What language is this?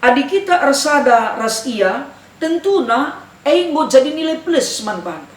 Batak Karo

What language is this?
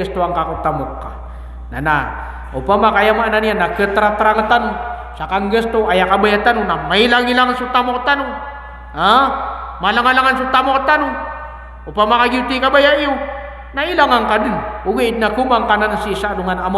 Maranao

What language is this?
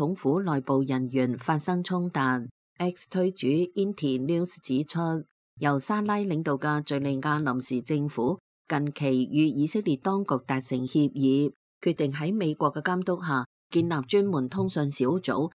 Cantonese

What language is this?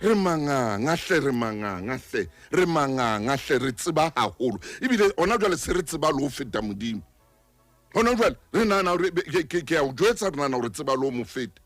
Southern Sotho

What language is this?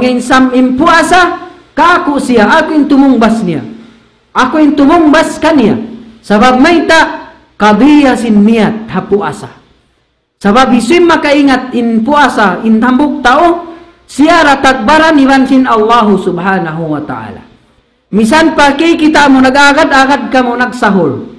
Tausug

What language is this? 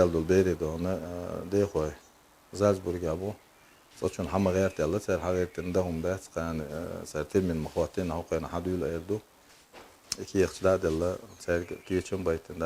Chechen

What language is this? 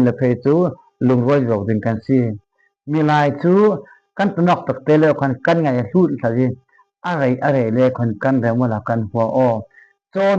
Falam Chin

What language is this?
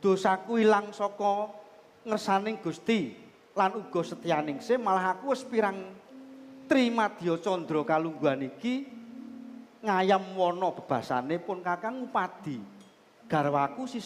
Javanese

